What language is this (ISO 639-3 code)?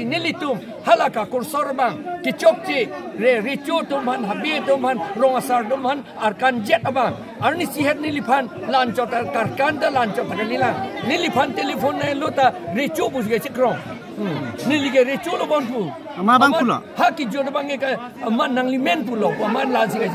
mjw